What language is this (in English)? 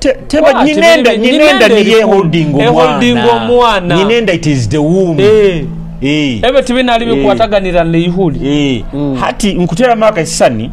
Nyoro